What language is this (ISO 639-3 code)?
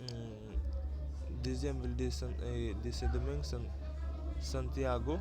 hat